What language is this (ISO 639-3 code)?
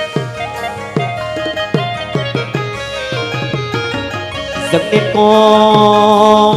vie